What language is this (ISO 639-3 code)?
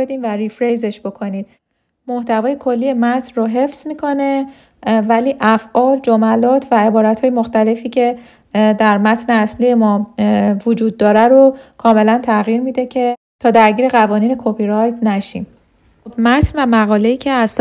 fas